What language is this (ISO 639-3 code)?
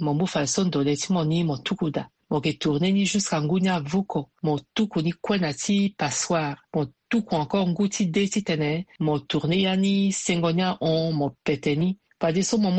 sag